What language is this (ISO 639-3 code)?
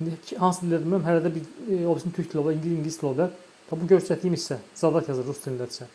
aze